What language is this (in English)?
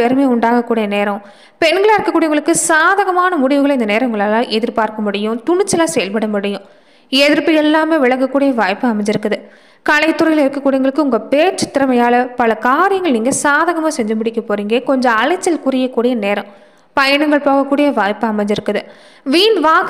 Tamil